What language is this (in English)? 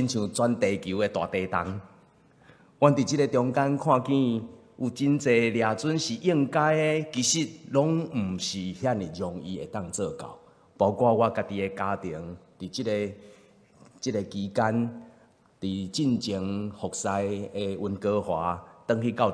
Min Nan Chinese